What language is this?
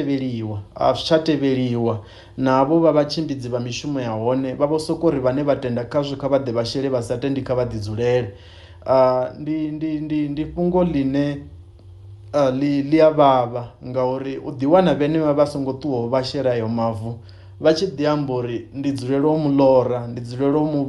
Venda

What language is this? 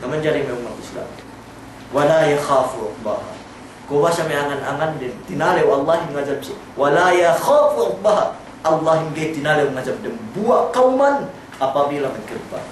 Yakan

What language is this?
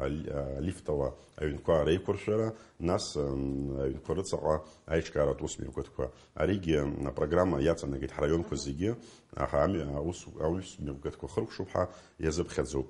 Abkhazian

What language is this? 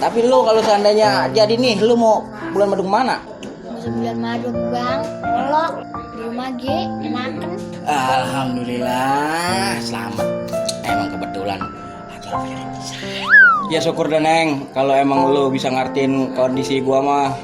Betawi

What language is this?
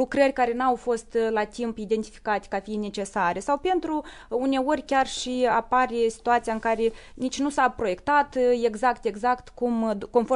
Romanian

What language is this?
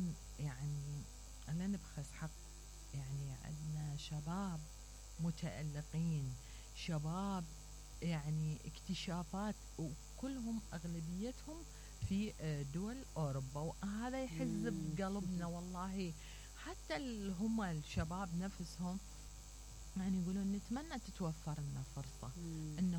Mesopotamian Arabic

